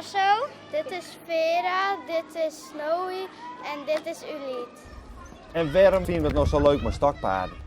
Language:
Western Frisian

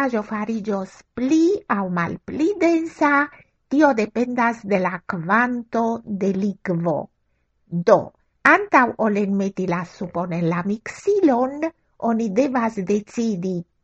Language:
Esperanto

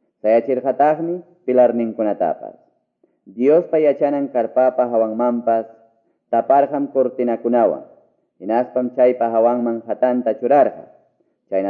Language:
Quechua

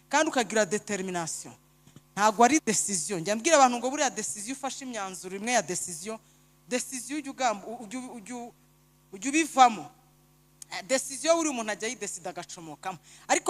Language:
Kinyarwanda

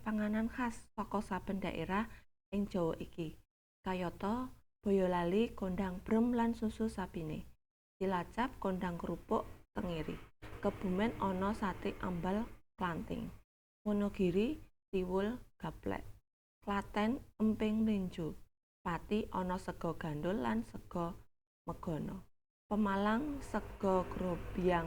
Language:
Javanese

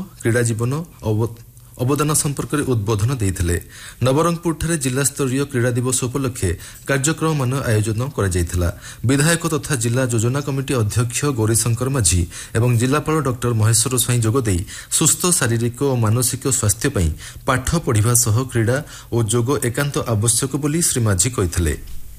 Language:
Odia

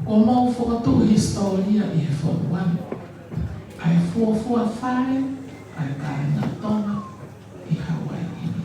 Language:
Tongan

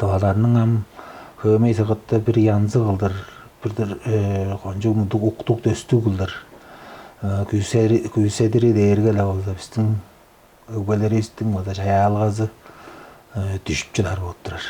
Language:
Tuvinian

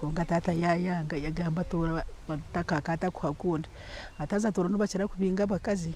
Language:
Nyankole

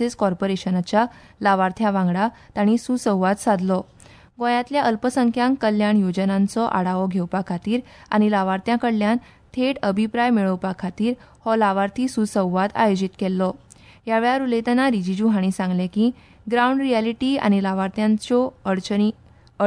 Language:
Konkani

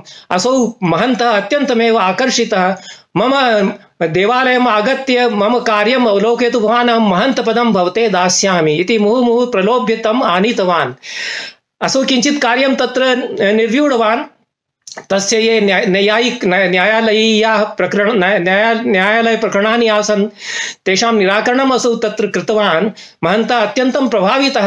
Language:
Sanskrit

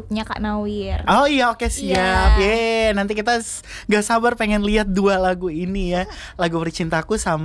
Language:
Indonesian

